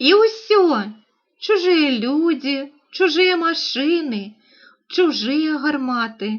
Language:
Belarusian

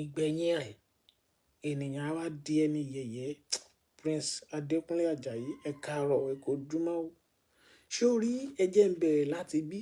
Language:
Yoruba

